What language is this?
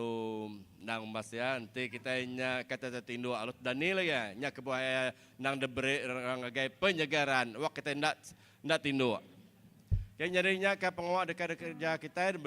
Iban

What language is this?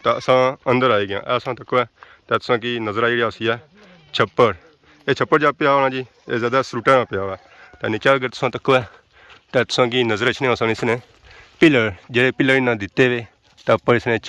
Pahari-Potwari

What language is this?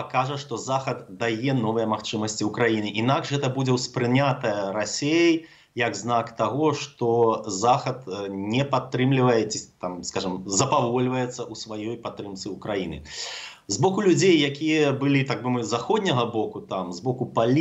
Belarusian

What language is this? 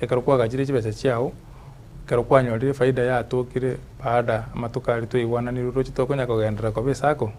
Gusii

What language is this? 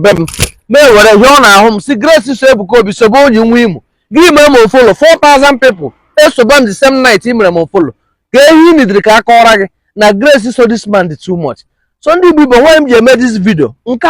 Igbo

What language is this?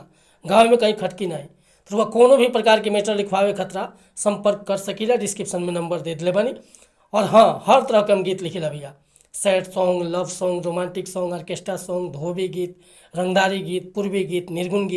Bhojpuri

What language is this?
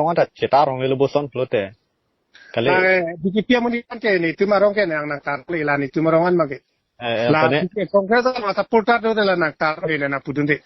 Karbi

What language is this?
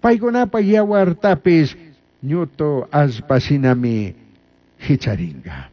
Chimborazo Highland Quichua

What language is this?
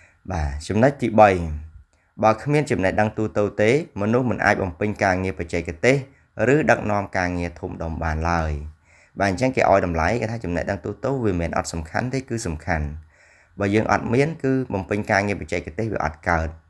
Khmer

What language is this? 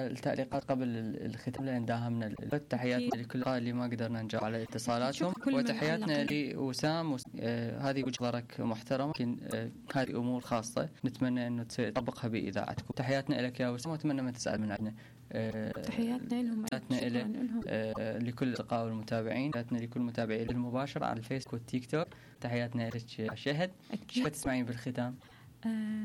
Mesopotamian Arabic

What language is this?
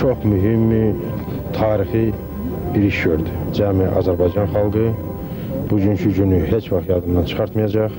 Azerbaijani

